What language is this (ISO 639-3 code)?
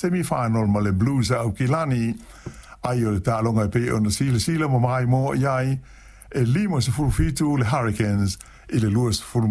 smo